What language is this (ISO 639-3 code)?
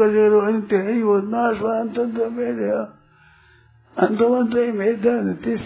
hin